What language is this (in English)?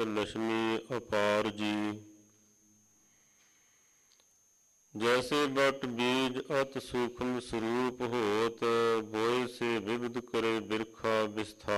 Punjabi